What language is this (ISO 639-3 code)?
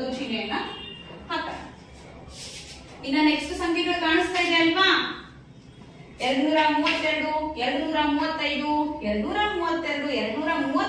kan